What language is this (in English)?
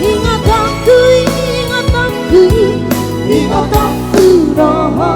Batak Toba